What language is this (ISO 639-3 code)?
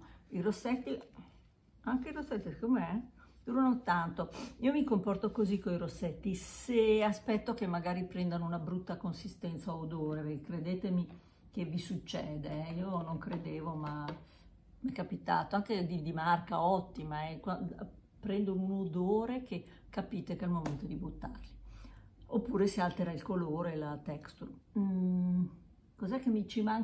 ita